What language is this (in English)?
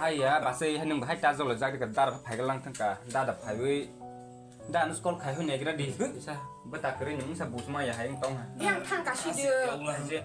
Kok Borok